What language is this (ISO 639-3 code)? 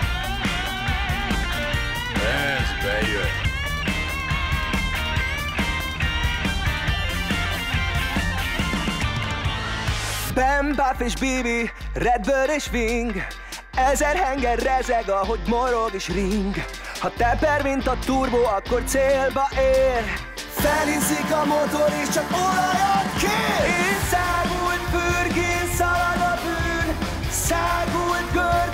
hun